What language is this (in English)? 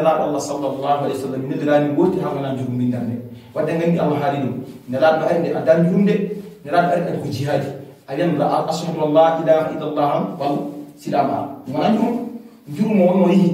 Fula